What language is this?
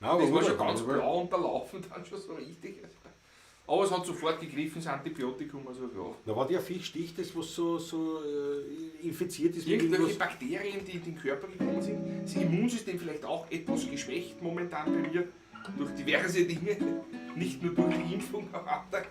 Bavarian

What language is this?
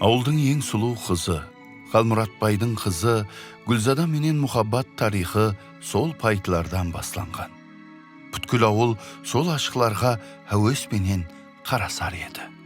Kara-Kalpak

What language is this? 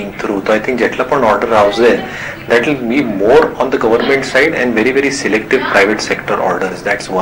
Gujarati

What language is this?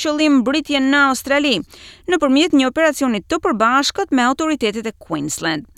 Albanian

